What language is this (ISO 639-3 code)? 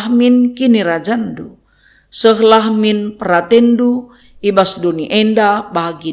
btx